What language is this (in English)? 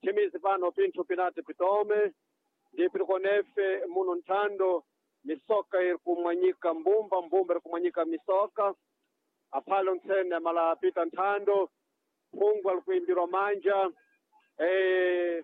Sena